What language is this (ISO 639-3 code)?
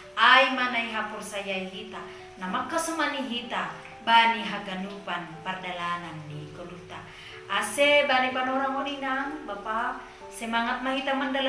bts